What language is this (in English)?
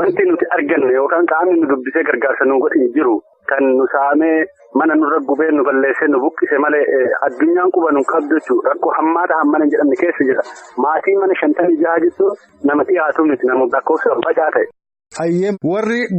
Oromo